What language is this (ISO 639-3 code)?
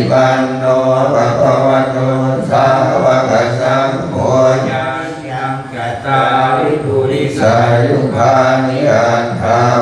pli